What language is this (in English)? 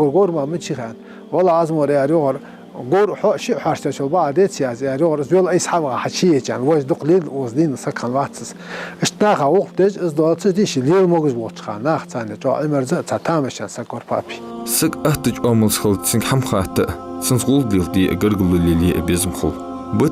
Ingush